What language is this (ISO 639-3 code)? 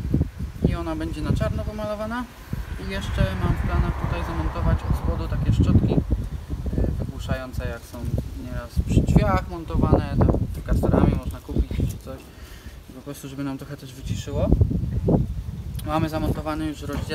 pol